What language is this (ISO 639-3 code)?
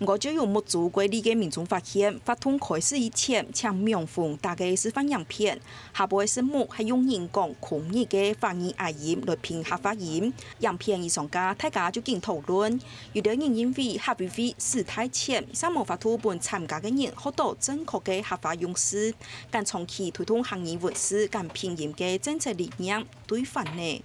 hak